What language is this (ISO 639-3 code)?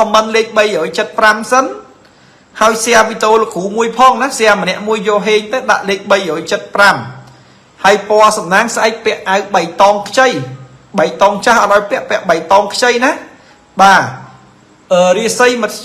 khm